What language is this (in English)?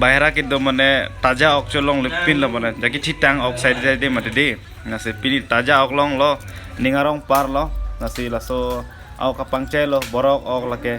Karbi